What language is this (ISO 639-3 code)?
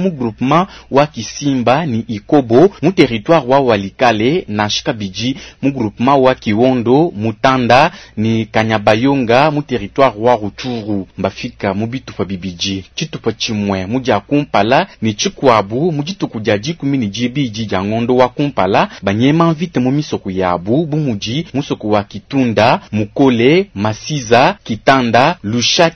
lua